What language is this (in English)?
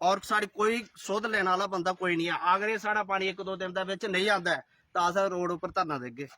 Dogri